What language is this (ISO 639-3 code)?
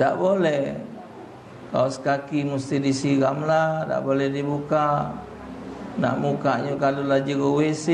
mui